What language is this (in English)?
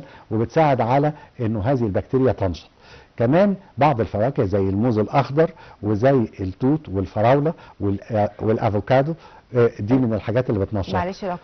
Egyptian Arabic